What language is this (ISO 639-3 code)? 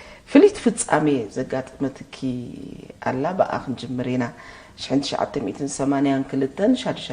tir